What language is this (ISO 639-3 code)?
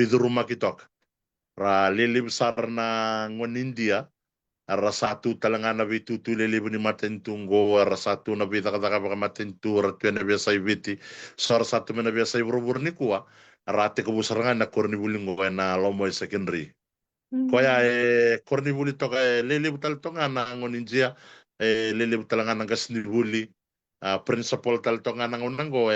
fij